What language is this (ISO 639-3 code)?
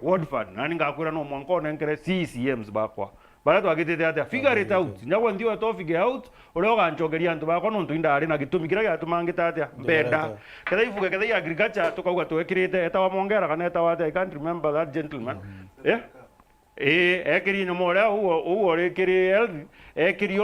mer